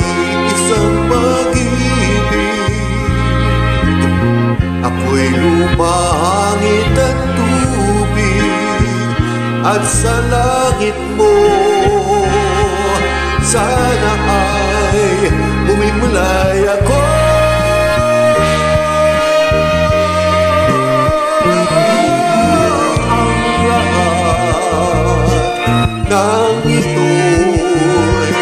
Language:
Filipino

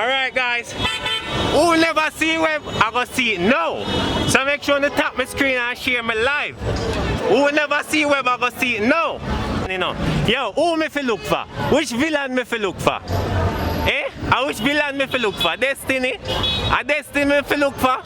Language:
Jamaican Creole English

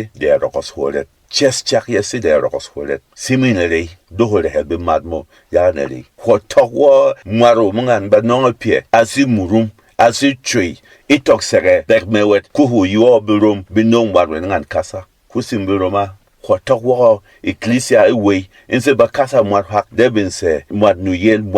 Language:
Berom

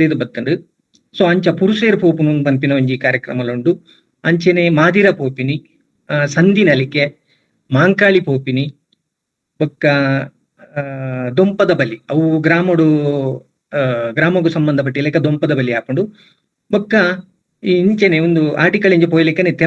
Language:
Tulu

